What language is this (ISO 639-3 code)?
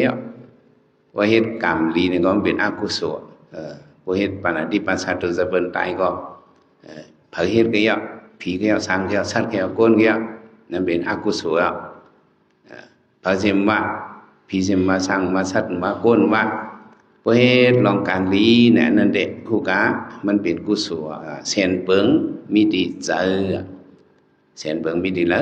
shn